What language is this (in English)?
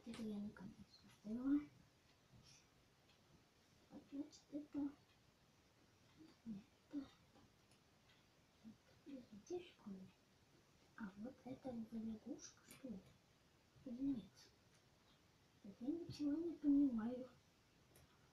Russian